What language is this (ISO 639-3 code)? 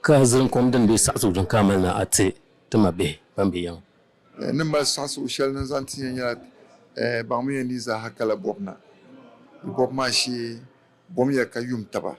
dag